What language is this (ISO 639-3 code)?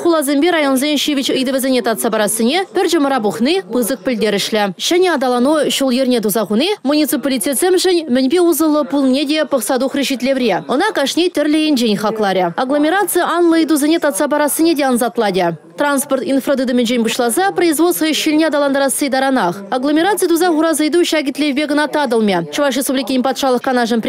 chv